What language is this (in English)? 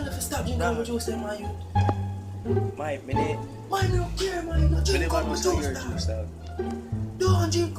Jamaican Creole English